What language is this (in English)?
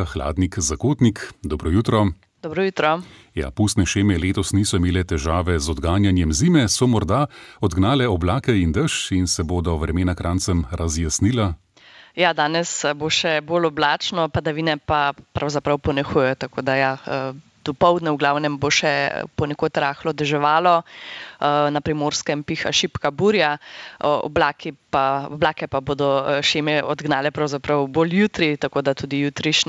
Slovenian